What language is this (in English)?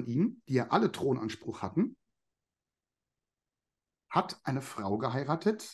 German